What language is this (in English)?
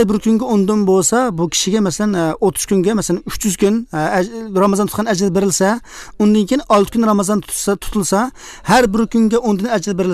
Uzbek